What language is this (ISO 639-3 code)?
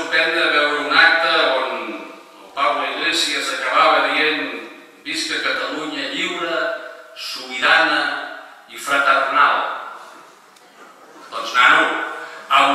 cat